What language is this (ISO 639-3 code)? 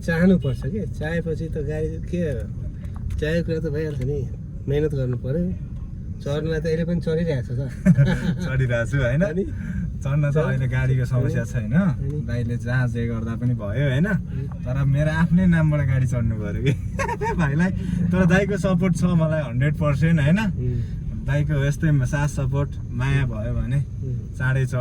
nep